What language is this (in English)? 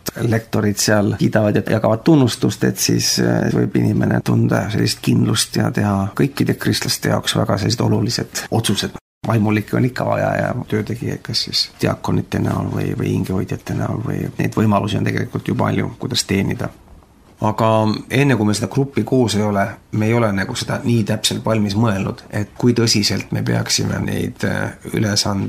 Estonian